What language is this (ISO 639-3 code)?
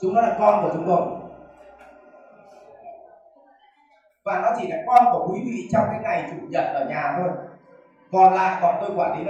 vie